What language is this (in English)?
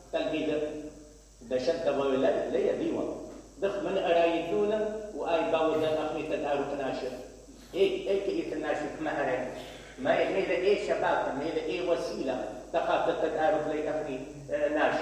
Mesopotamian Arabic